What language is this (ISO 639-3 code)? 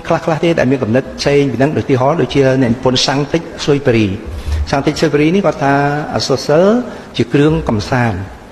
khm